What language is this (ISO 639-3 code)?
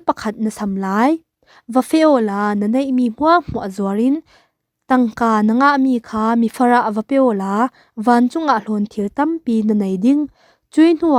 cfm